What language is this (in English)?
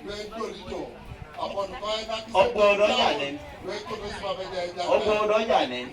Teso